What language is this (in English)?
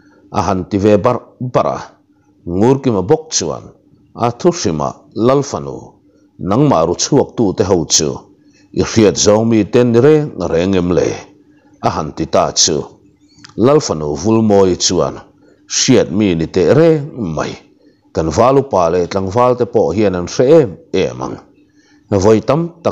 Mizo